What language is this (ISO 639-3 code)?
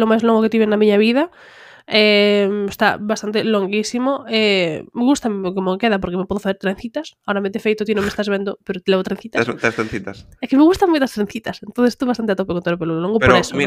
glg